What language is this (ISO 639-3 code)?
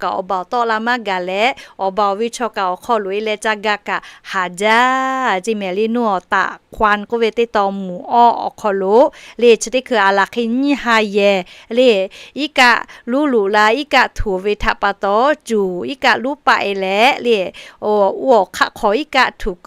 lhu